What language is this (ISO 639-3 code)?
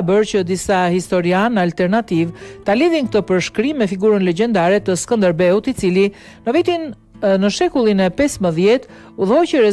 sqi